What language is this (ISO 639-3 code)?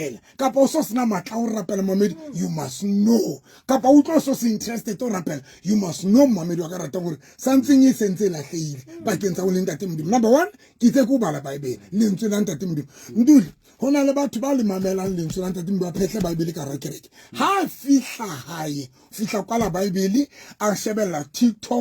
sot